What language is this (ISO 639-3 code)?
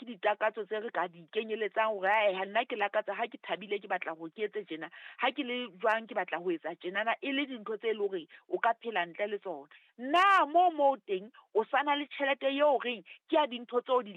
sot